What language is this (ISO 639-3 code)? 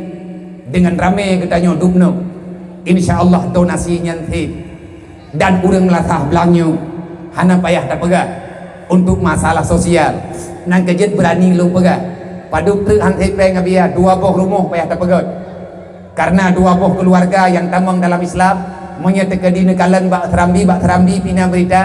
ace